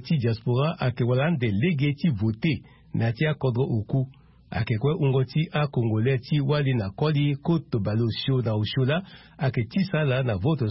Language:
Sango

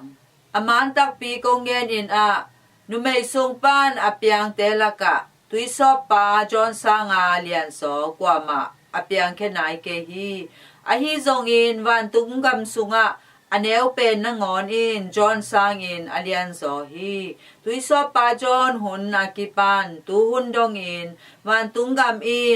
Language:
Tedim Chin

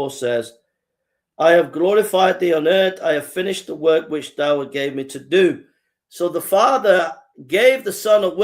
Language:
English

